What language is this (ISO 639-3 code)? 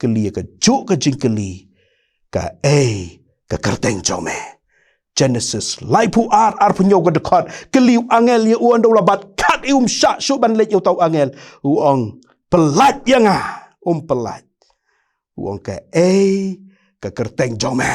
kha